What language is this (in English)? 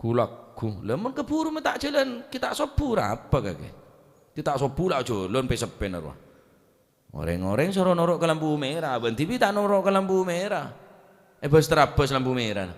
Madurese